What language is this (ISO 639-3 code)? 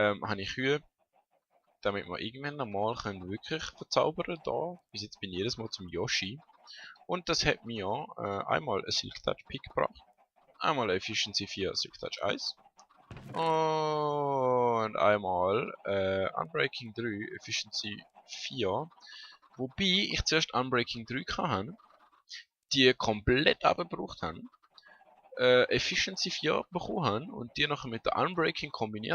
gsw